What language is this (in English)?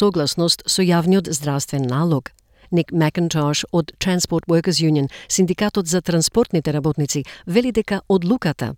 Macedonian